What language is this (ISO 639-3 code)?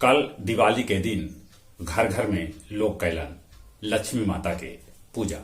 mag